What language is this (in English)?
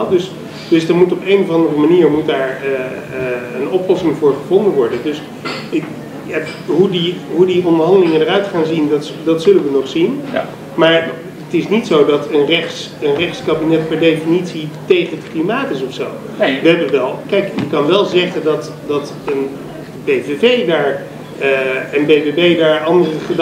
Dutch